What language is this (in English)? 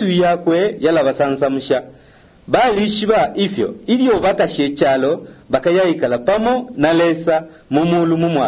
Bemba